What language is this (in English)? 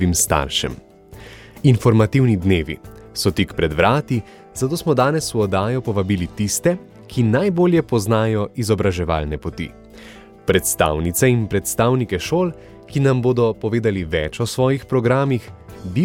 Slovenian